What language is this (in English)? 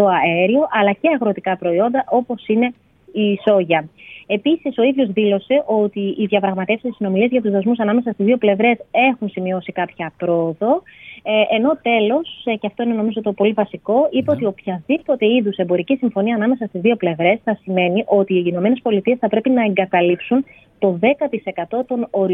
Greek